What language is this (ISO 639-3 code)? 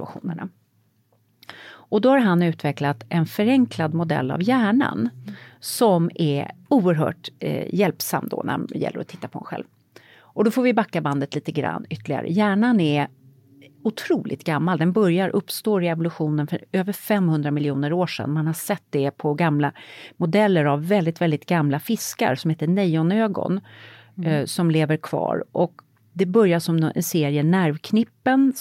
swe